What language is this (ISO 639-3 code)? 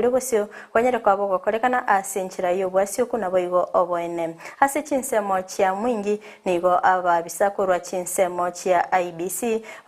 guz